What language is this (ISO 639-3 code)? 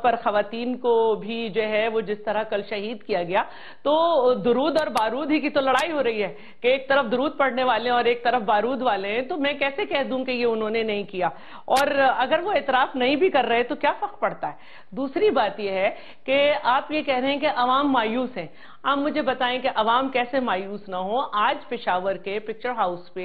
urd